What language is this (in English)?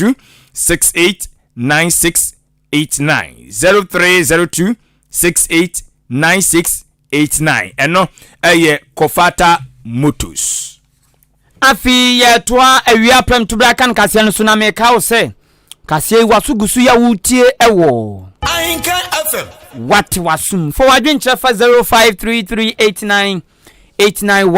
Akan